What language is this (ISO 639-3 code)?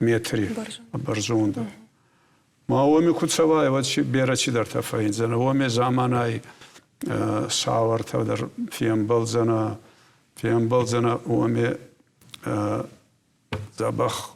oss